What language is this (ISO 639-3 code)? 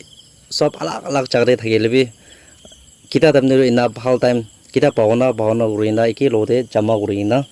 nag